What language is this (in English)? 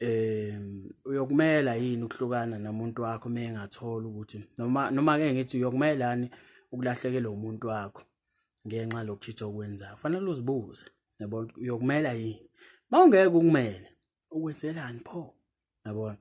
Zulu